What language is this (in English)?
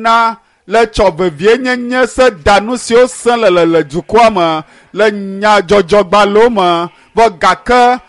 Ewe